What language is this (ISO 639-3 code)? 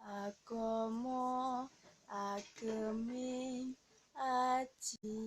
jav